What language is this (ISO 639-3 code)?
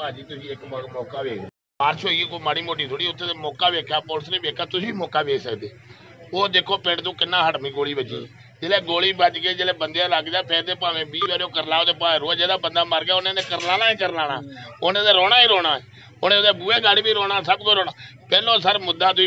pan